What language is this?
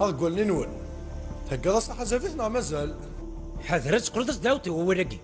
Kabyle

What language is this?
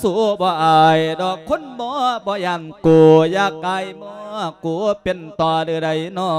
Lao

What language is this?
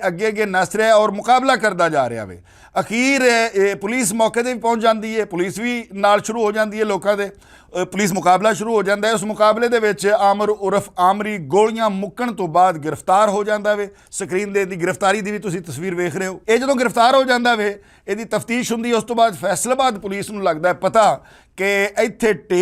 Western Panjabi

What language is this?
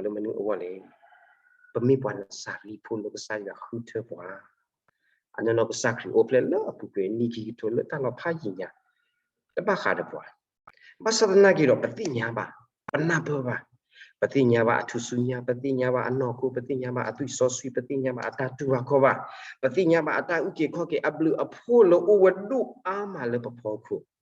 S'gaw Karen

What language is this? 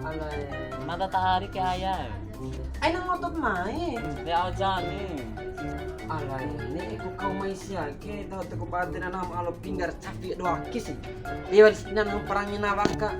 Bima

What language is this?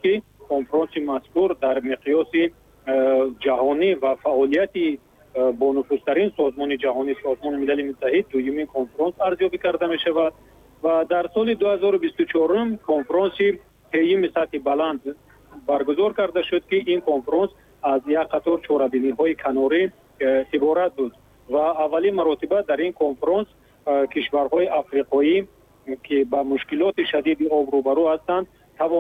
Tajik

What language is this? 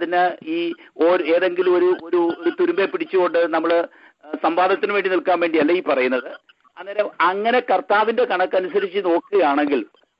Malayalam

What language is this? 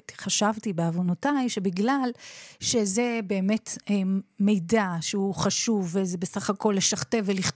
Hebrew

